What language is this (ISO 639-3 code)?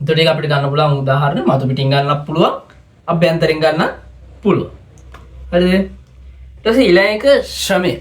sin